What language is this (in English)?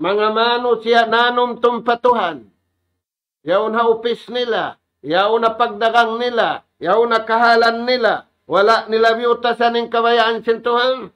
Tausug